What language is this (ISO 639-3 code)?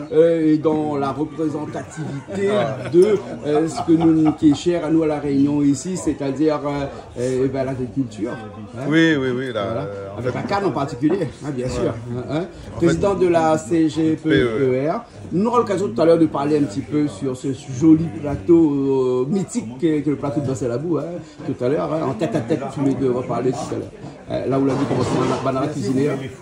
rcf